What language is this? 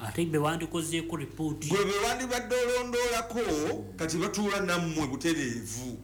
Ganda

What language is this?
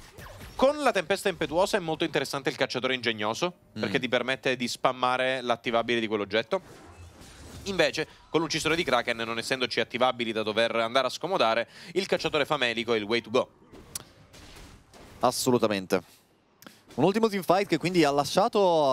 Italian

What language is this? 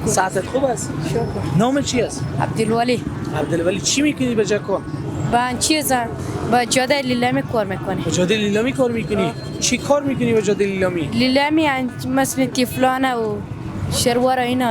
Persian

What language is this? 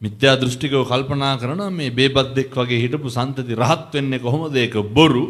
Sinhala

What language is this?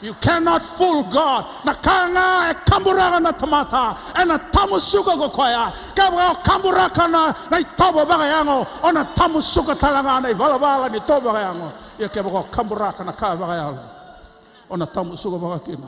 Fijian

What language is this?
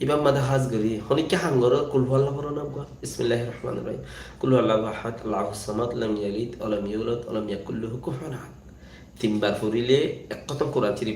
Rohingya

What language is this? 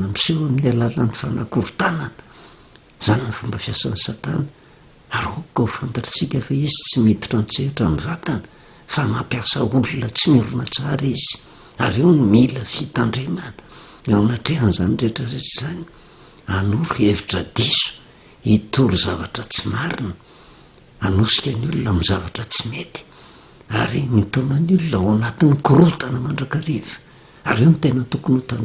Malagasy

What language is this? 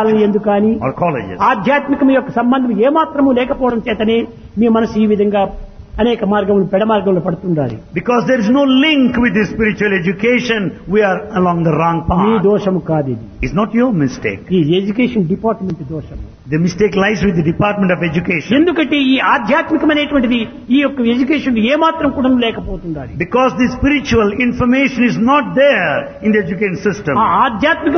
Telugu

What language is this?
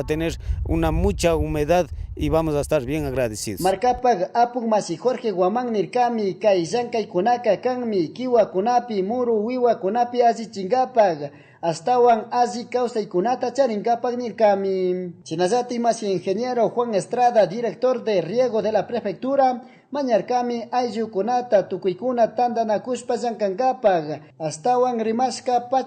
Chimborazo Highland Quichua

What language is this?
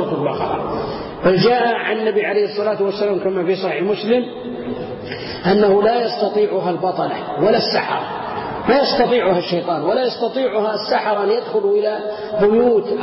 Arabic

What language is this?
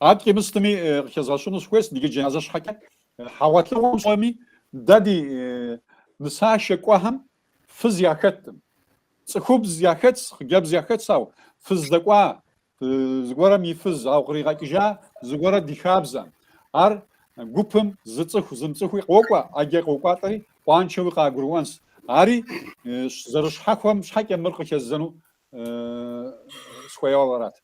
Kabardian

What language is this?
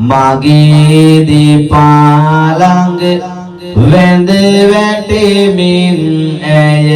Sinhala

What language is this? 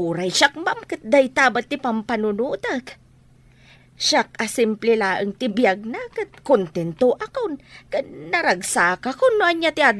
Iloko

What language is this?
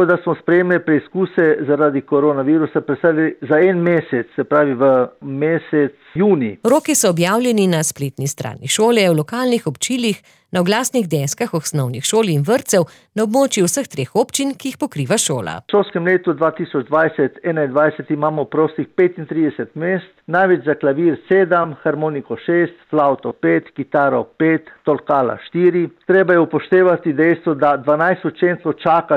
Slovenian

